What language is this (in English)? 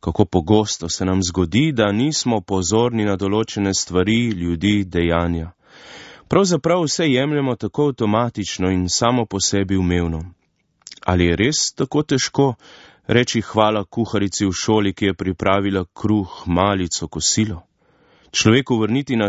Slovenian